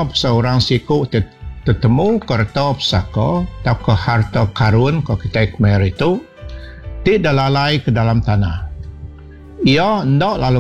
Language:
Iban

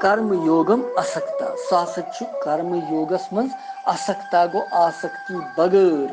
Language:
Kashmiri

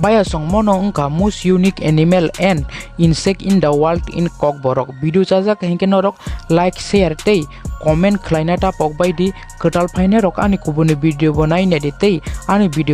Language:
Kok Borok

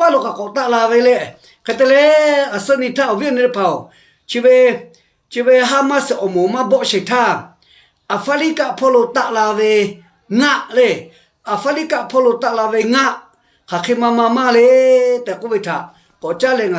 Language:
Lahu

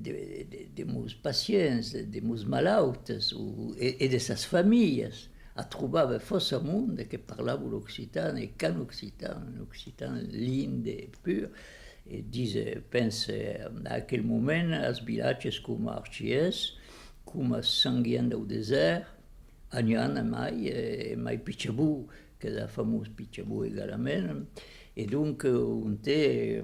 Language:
Occitan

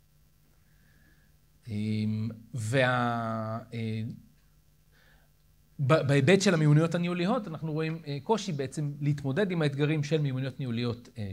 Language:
Hebrew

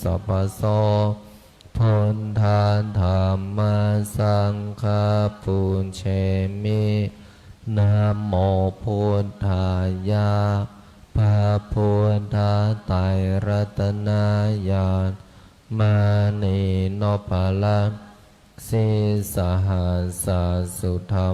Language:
Pali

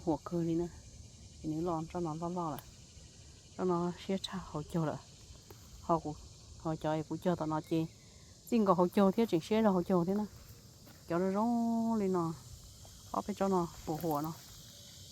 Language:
Hmong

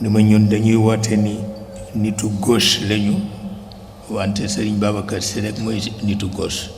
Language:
Wolof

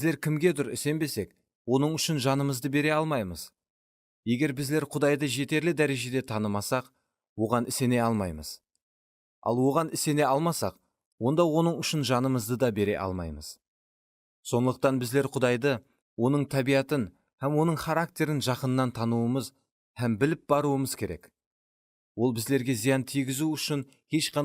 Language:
Kara-Kalpak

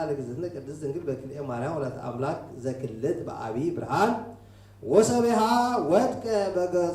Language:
Geez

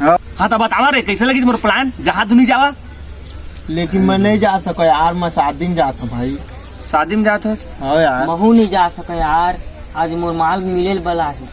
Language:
Chhattisgarhi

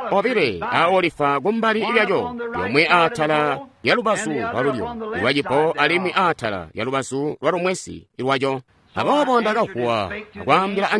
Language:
Tonga (Zambia)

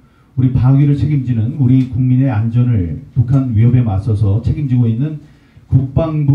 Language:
Korean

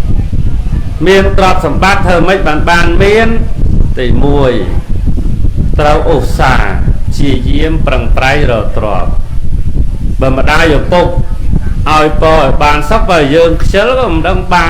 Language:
Khmer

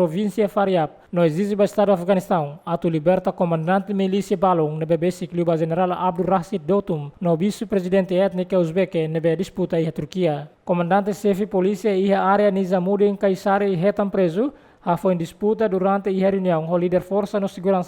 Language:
Tetum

